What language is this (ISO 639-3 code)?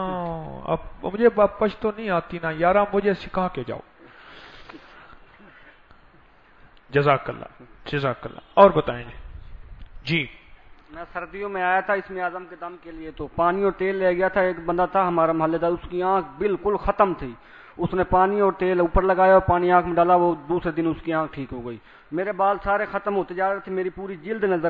urd